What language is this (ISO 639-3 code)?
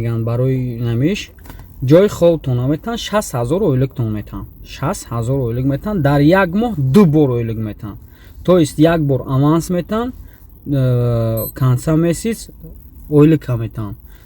tgk